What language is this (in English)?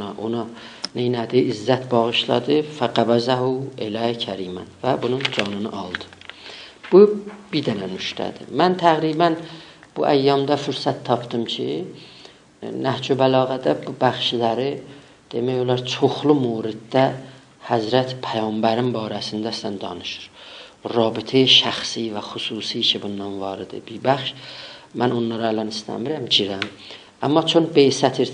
South Azerbaijani